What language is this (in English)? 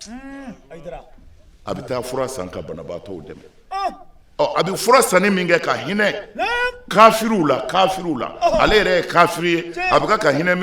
Bambara